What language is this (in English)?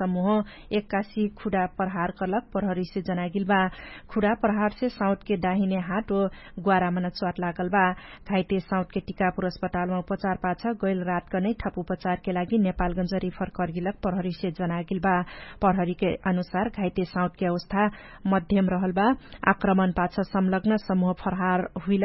Dangaura Tharu